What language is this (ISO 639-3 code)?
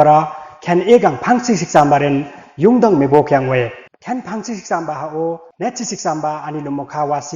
lif